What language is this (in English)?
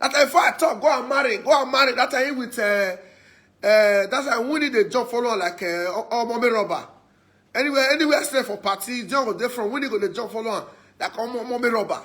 Nigerian Pidgin